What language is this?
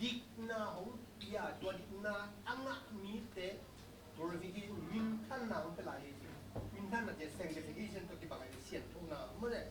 Tedim Chin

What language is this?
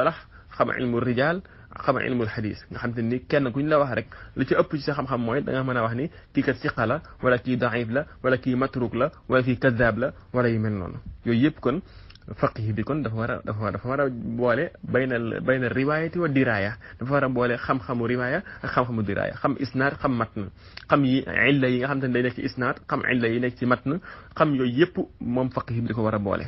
Wolof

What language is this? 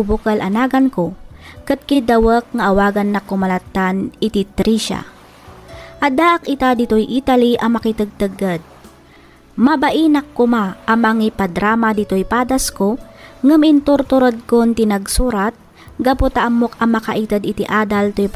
Iloko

